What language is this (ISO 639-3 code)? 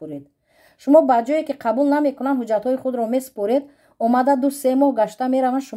tgk